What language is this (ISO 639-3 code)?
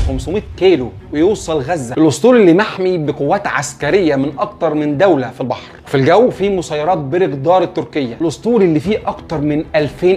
arz